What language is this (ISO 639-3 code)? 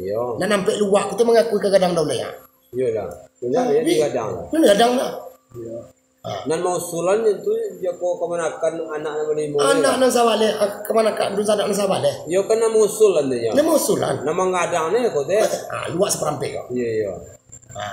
min